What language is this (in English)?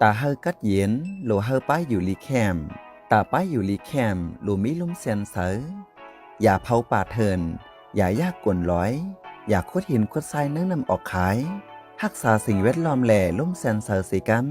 Lao